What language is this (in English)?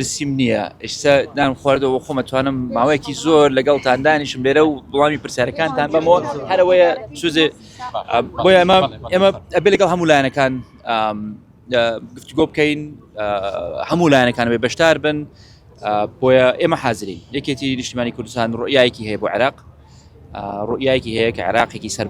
Central Kurdish